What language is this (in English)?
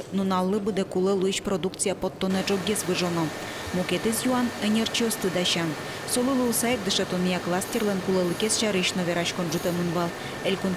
Udmurt